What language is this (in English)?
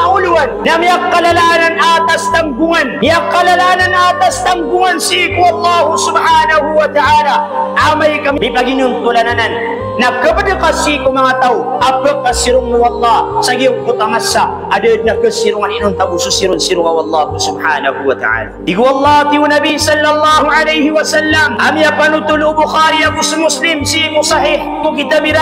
Maranao